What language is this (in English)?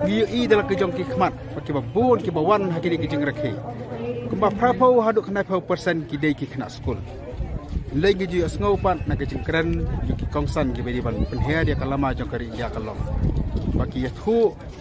Khasi